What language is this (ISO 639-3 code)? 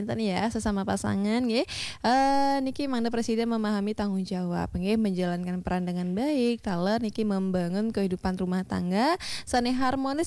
ban